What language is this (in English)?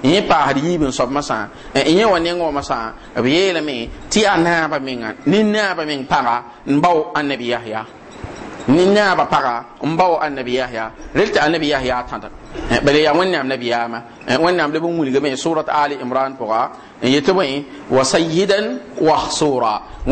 Mossi